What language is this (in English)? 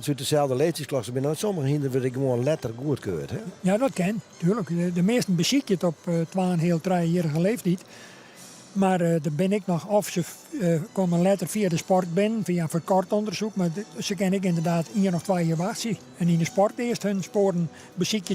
Western Frisian